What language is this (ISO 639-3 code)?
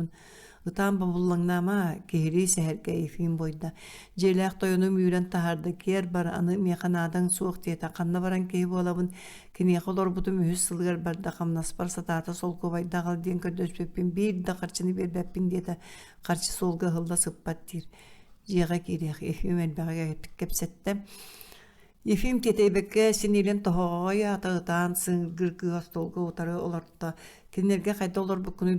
sah